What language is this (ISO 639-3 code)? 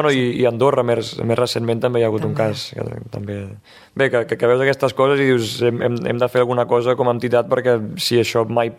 cat